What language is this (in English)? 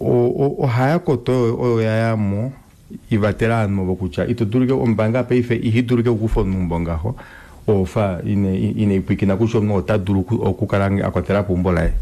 Kuanyama